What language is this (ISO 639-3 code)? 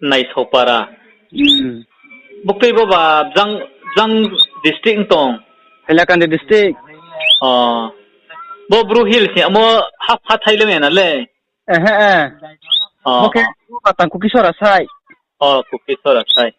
ria